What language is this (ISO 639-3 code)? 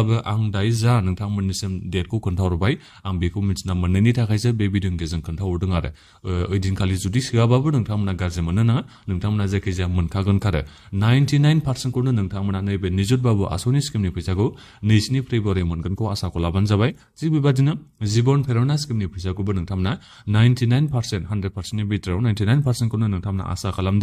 brx